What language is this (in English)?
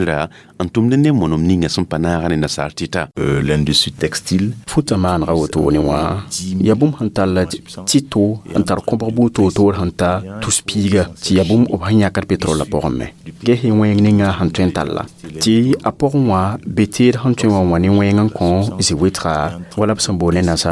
Mossi